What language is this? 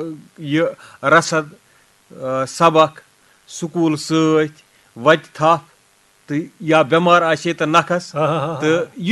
Kashmiri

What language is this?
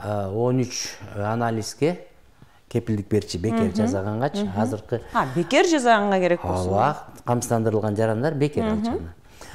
Kyrgyz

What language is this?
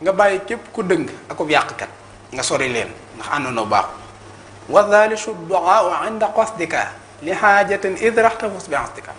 Wolof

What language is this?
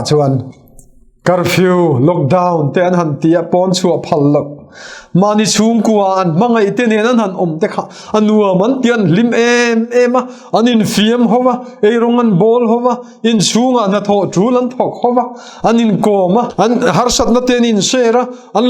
Mizo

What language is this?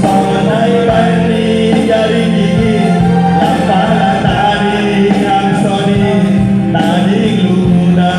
Batak Simalungun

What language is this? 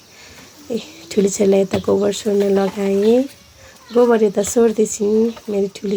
Nepali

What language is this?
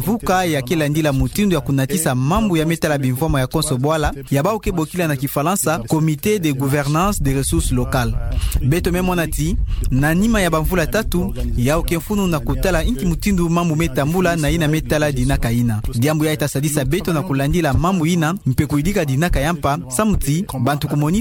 Kituba (Democratic Republic of Congo)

